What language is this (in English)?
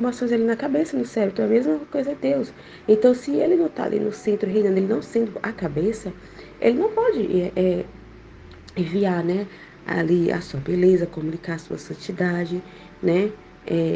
Portuguese